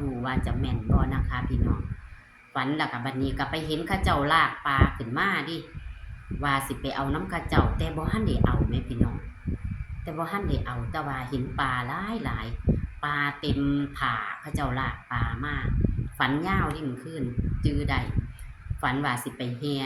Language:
Northeastern Thai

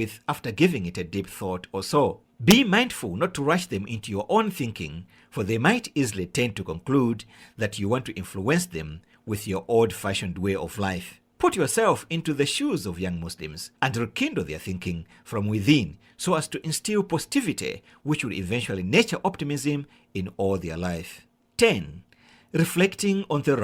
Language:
English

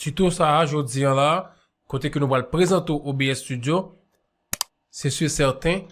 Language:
Haitian Creole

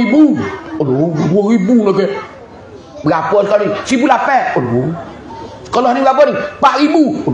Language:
Pattani Malay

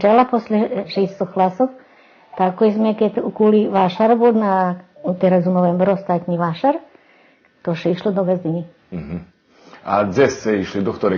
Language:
Rusyn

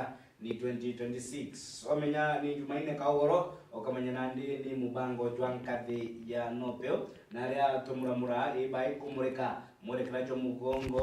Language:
Meru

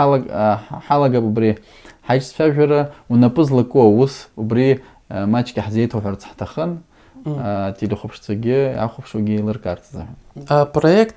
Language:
Abkhazian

